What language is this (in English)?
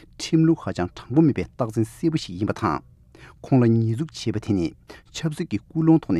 Tibetan